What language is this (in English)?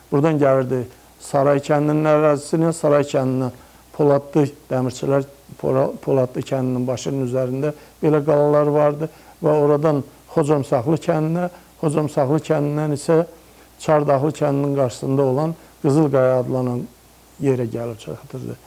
Azerbaijani